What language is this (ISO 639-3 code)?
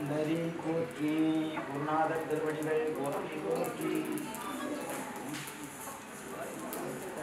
tam